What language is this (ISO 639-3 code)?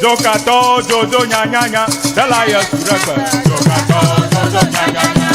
ewe